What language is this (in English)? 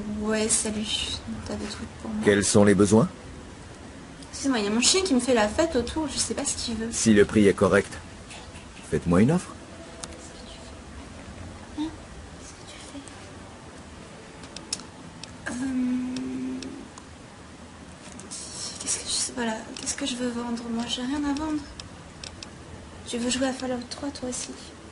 French